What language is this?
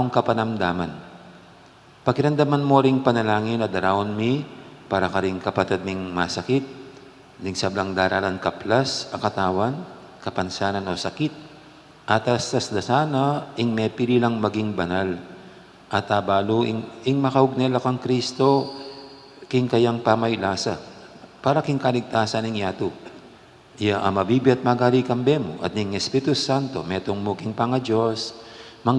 Pampanga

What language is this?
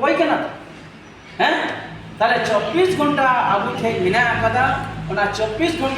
Santali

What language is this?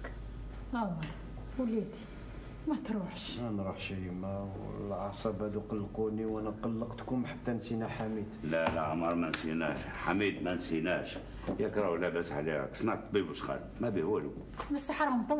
Algerian Arabic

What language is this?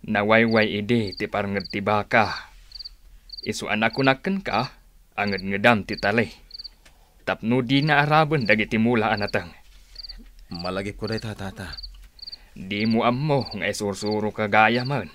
Iloko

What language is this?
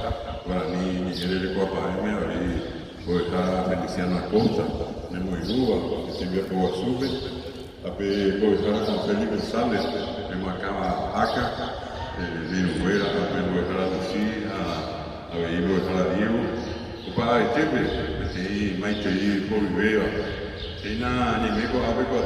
Guarani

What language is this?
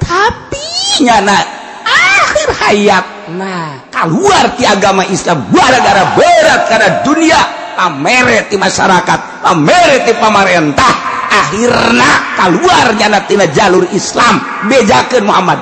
Sundanese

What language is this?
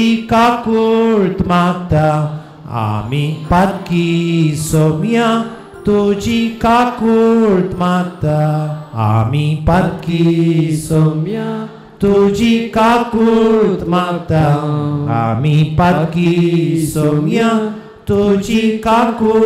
Konkani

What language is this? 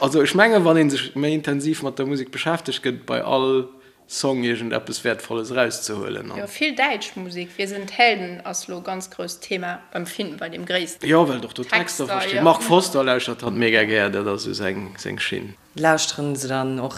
Luxembourgish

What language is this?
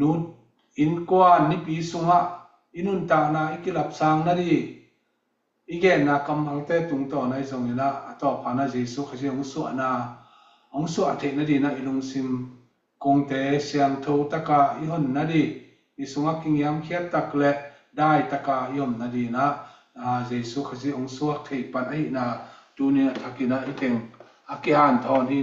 Tedim Chin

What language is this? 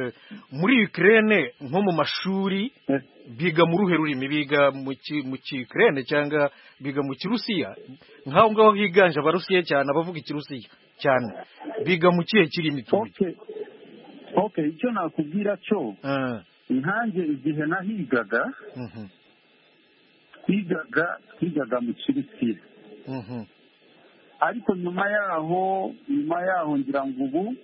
Kinyarwanda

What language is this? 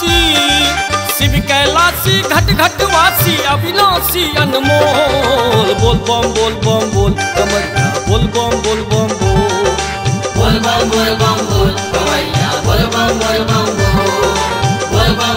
Maithili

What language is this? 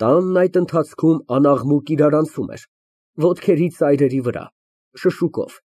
Armenian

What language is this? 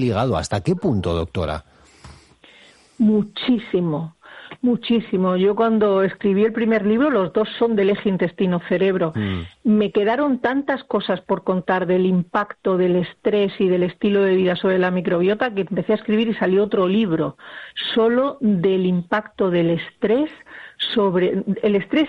Spanish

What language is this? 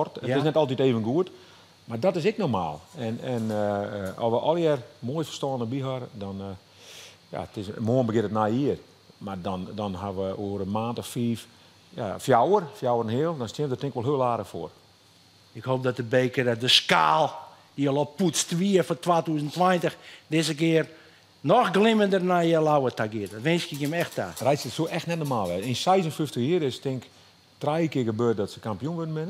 Western Frisian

